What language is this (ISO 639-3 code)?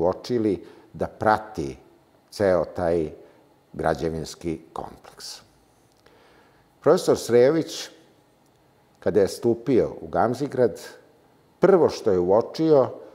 srp